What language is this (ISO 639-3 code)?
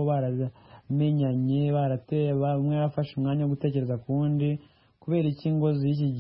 kin